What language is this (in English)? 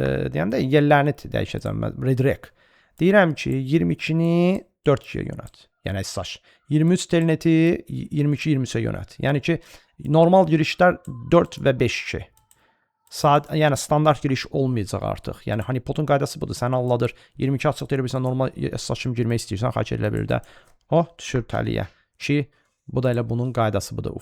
Azerbaijani